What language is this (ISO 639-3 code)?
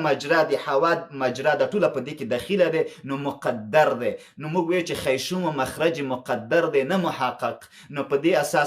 pus